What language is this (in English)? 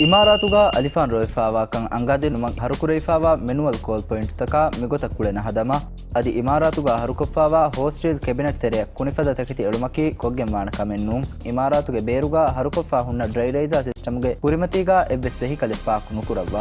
Divehi